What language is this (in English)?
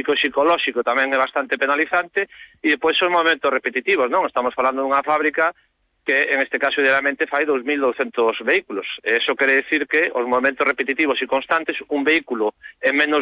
Galician